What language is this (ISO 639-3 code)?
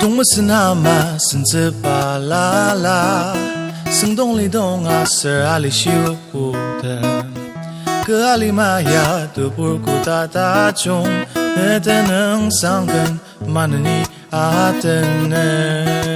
njo